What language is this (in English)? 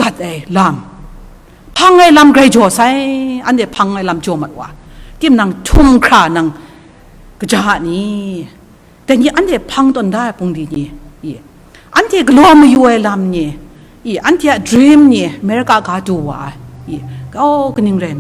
Kachin